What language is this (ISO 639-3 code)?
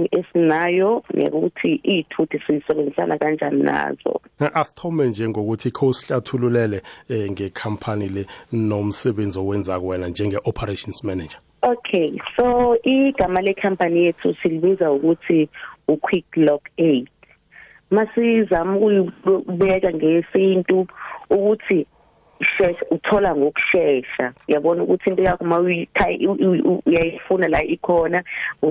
nbl